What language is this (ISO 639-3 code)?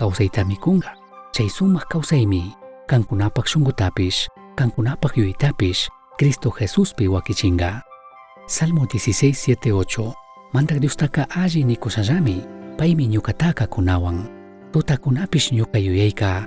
qug